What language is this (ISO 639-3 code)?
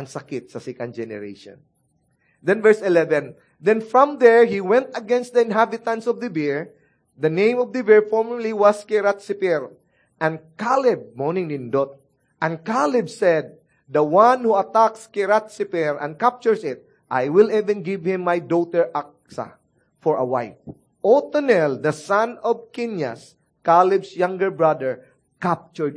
ceb